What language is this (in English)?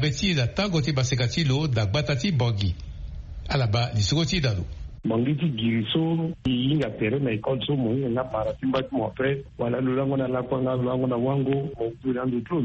Sango